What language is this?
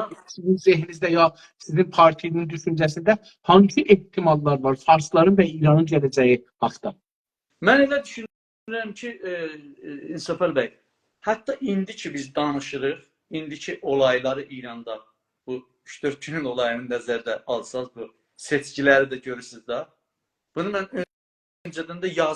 South Azerbaijani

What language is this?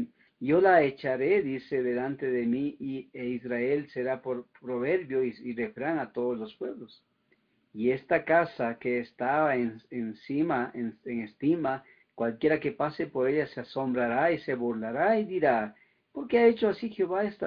Spanish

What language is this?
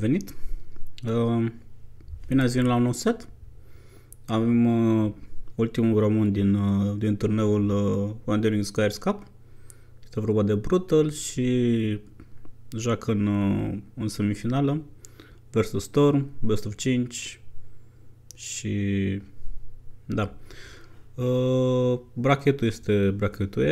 Romanian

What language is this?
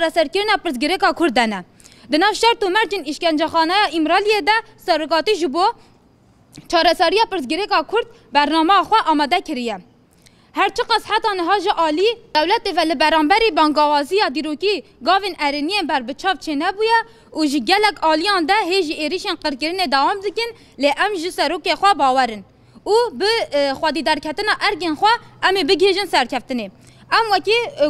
Kurdish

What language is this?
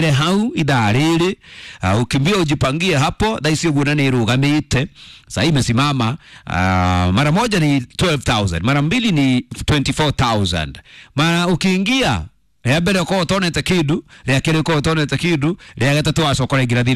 Kikuyu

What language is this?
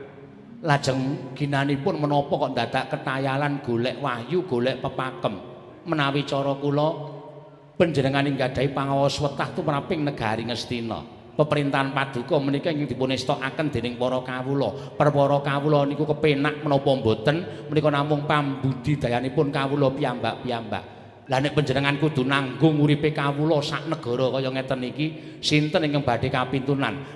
Javanese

